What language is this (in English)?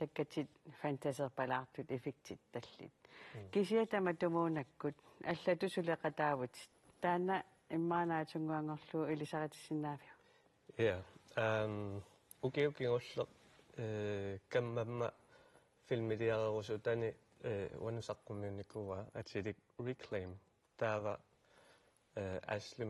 Kalaallisut